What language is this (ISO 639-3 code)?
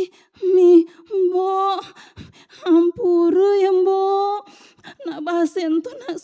ban